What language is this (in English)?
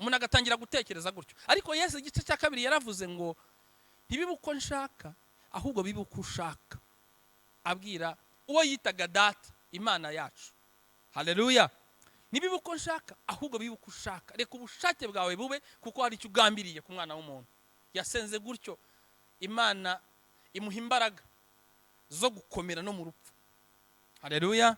Kinyarwanda